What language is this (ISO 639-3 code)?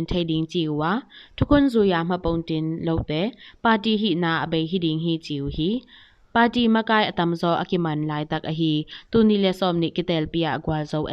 ctd